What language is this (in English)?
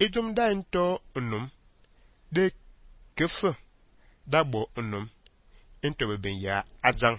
Fang